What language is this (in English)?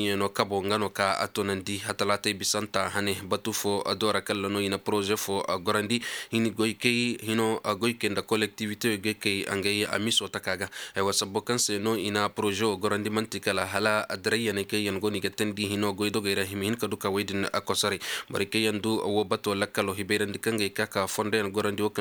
Koyraboro Senni